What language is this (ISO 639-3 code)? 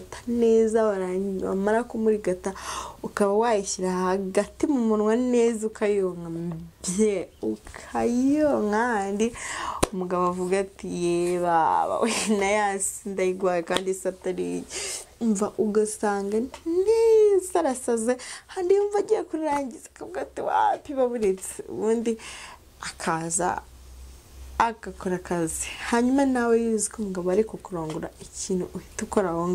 kin